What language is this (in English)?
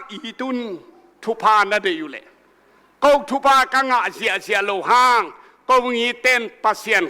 Tedim Chin